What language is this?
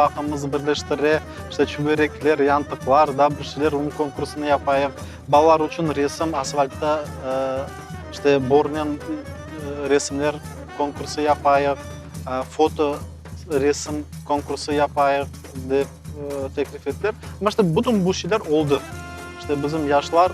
Crimean Tatar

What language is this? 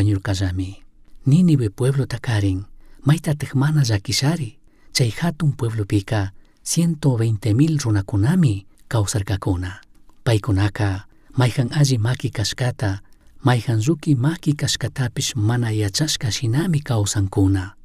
Chimborazo Highland Quichua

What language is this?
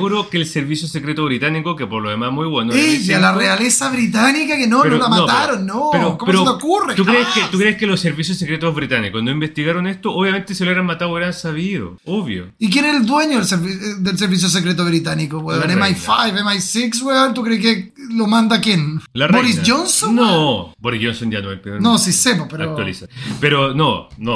Spanish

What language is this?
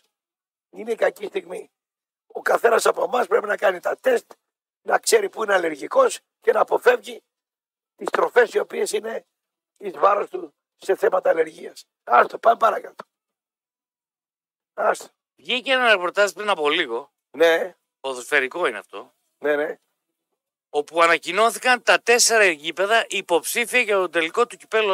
Greek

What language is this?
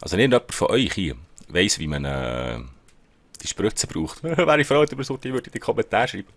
Swiss German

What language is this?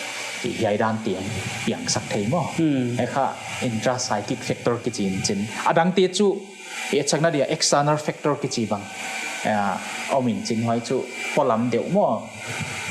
Paite Chin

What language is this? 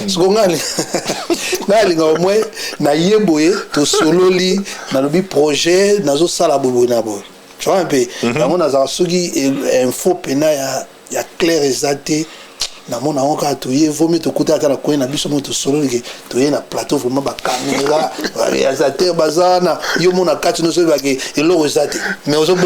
Lingala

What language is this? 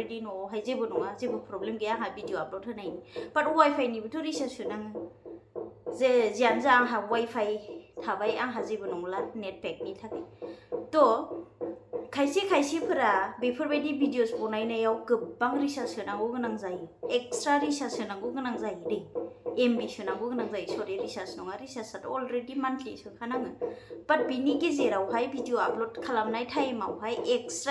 Bodo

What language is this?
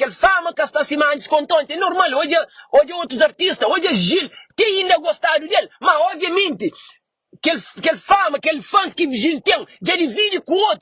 Kabuverdianu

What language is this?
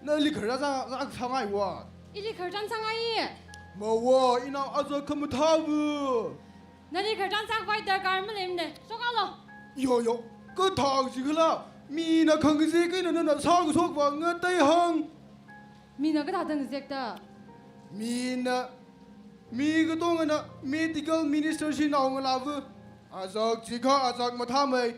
Tangkhul Naga (India)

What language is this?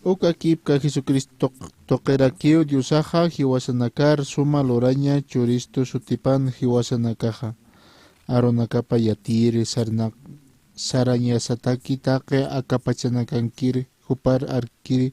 Aymara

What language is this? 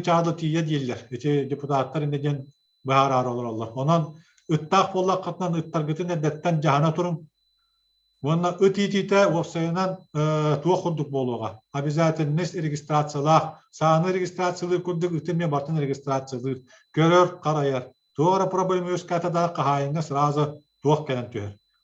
Yakut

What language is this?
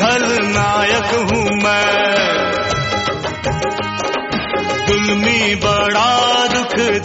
Hindi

